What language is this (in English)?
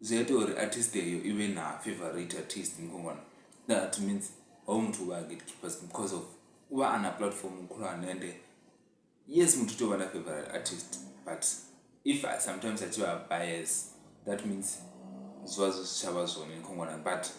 Venda